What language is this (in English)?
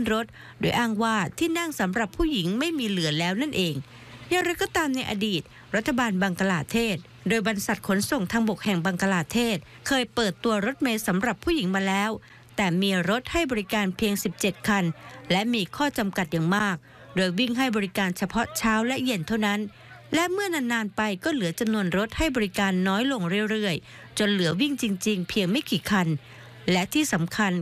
Thai